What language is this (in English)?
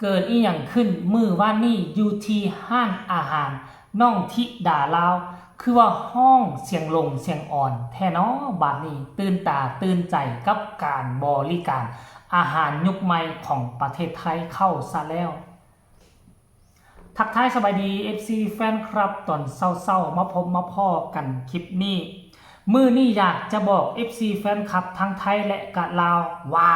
Lao